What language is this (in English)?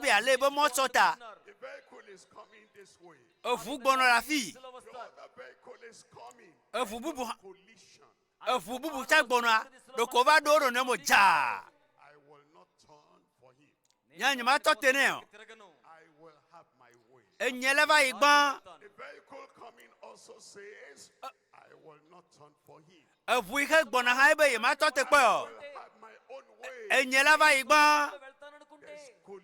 Ewe